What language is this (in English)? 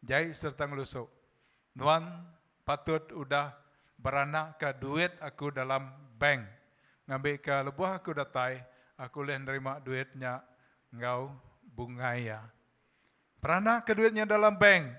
Iban